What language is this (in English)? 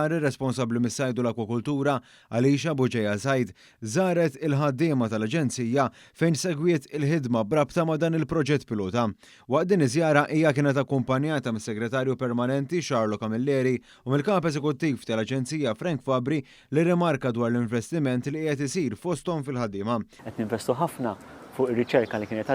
Maltese